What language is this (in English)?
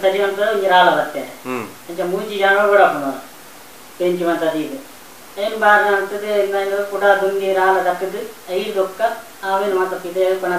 Tulu